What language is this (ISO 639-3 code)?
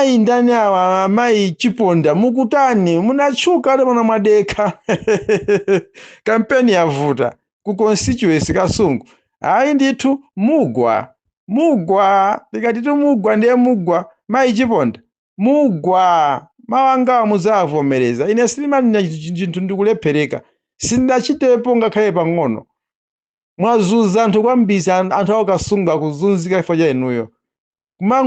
nya